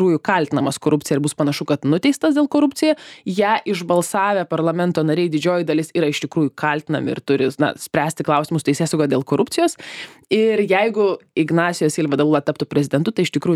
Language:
Lithuanian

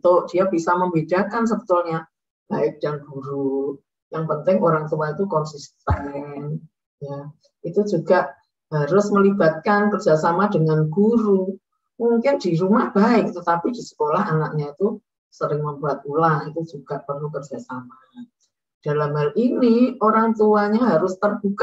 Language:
Indonesian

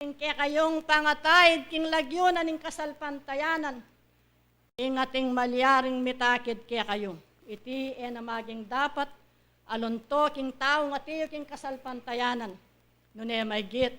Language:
Pampanga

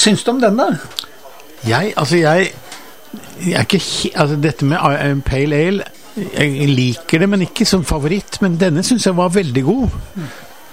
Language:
Norwegian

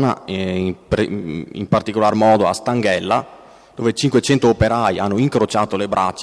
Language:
Italian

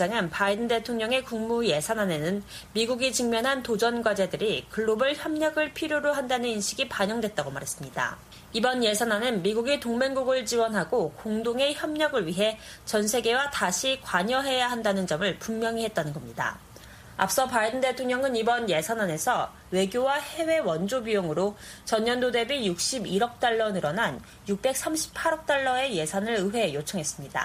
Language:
Korean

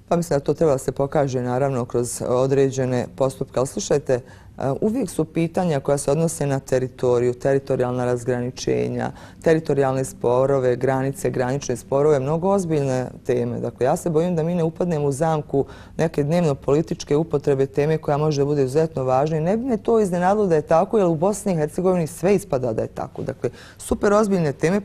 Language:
Bosnian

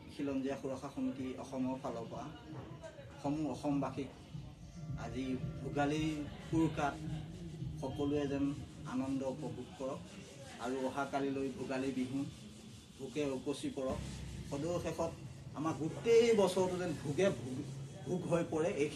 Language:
Assamese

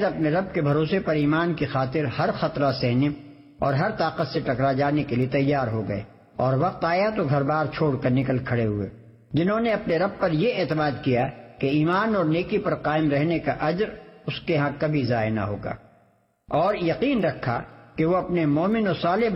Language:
Urdu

